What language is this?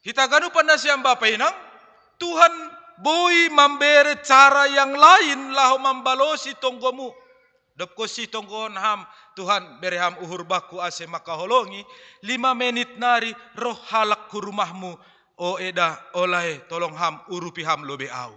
Batak Simalungun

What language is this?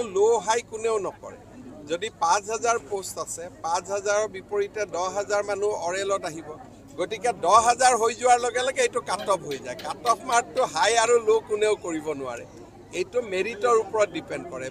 Assamese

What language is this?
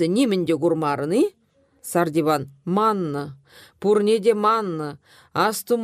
Chuvash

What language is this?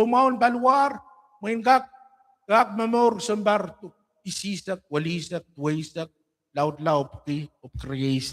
Pohnpeian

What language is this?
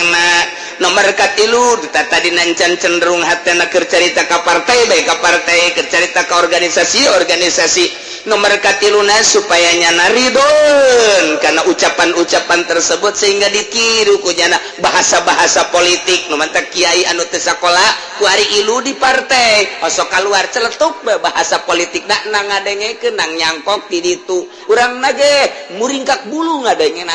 Sundanese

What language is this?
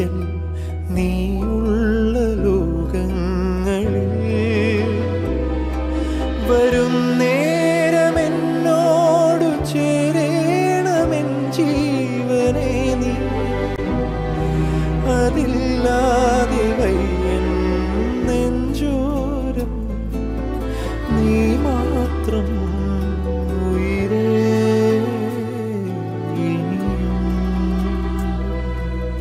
Malayalam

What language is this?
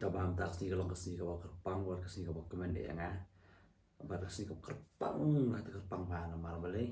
Khasi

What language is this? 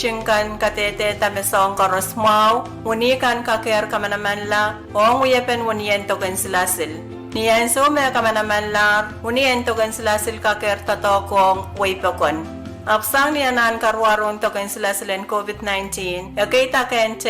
Pohnpeian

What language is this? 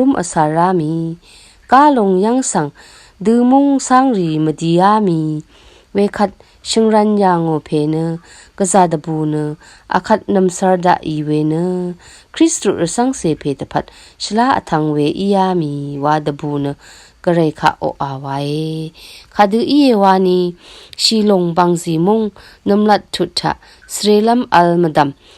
Rawang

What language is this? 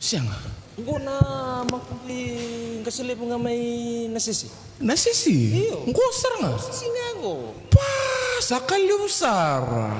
Fijian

